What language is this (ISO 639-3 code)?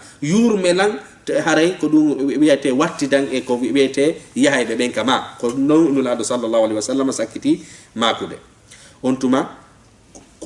ful